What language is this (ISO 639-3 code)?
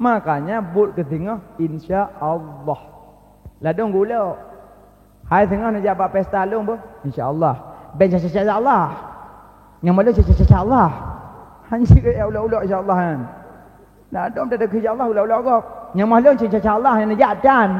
ace